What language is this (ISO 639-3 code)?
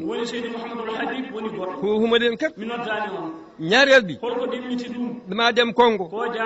wol